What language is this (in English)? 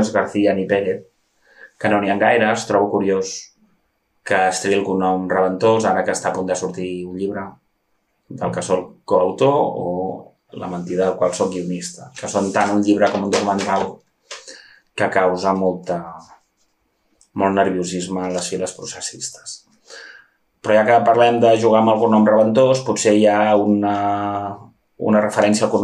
Catalan